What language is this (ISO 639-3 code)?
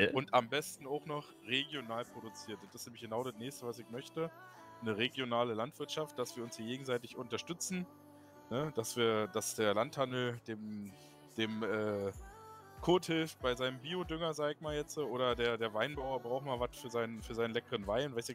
deu